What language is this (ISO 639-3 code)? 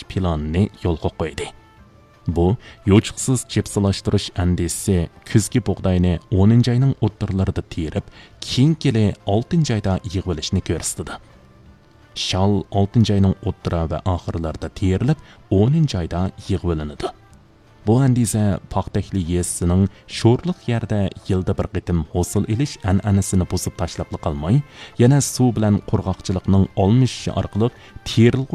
uig